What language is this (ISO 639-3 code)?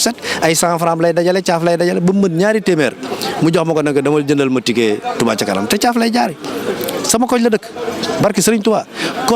wol